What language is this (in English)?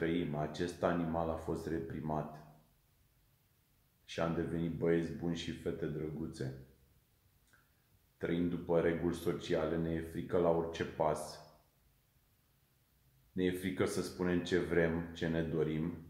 Romanian